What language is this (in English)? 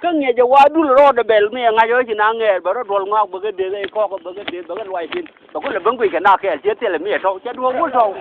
Nuer